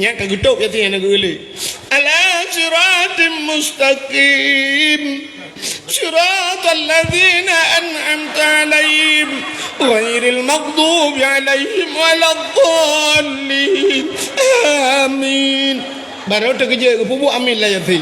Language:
Achinese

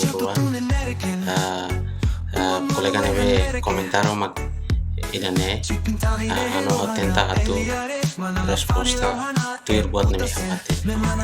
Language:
Tetum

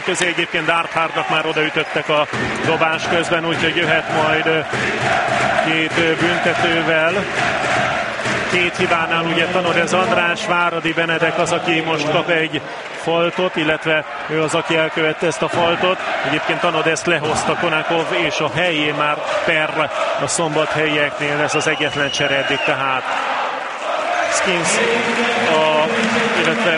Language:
Hungarian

